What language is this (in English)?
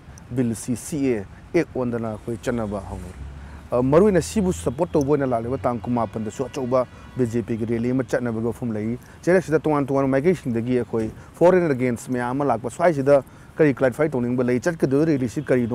Manipuri